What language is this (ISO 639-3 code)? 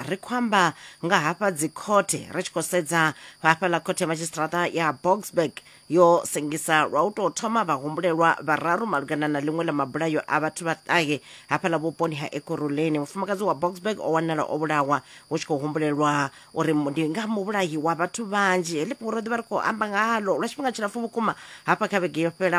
ven